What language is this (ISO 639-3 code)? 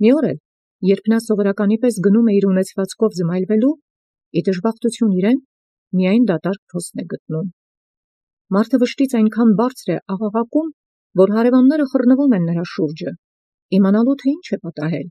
hye